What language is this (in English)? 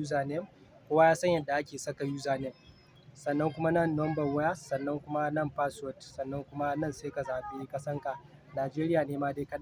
Hausa